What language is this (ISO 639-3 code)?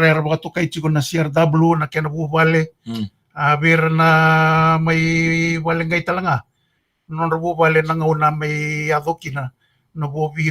fij